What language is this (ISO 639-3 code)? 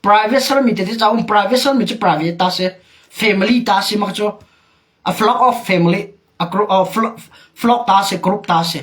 cnh